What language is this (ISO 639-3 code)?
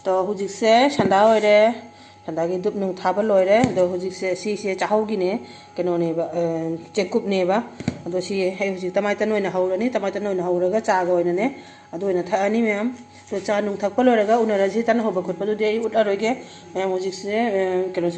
mni